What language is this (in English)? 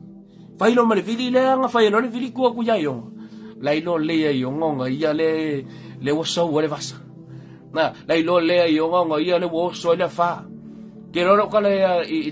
Samoan